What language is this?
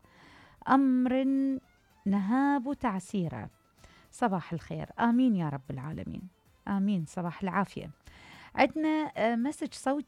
Mesopotamian Arabic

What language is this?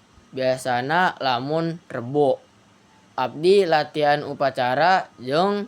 Sundanese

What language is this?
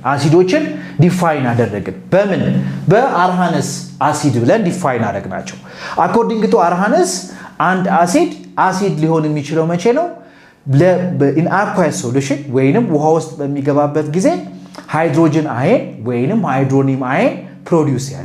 Amharic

